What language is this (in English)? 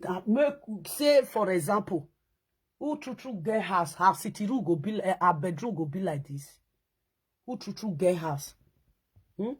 Nigerian Pidgin